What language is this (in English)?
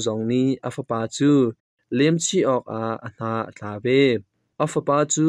Hakha Chin